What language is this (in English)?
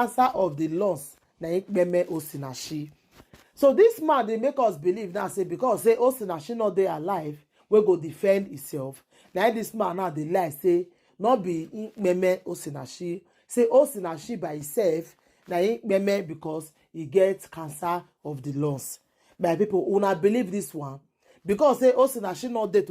Nigerian Pidgin